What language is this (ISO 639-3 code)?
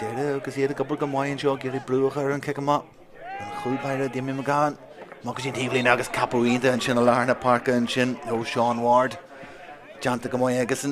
gle